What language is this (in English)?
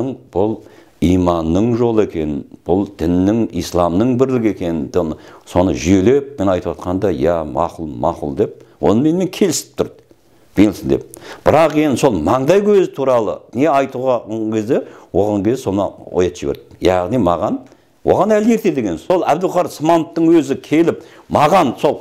Kazakh